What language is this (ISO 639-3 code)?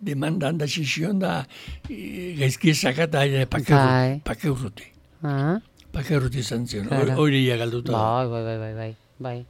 eus